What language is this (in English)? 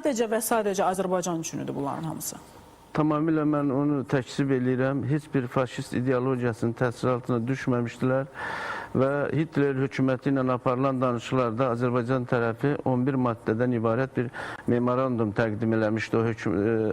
Azerbaijani